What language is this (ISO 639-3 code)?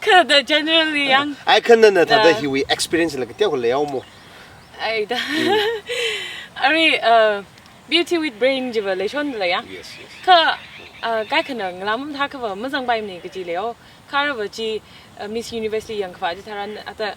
nmf